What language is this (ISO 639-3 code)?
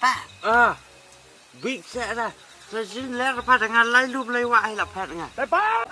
kha